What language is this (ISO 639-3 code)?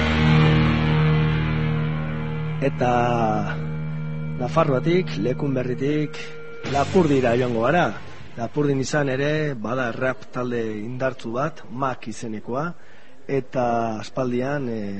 eus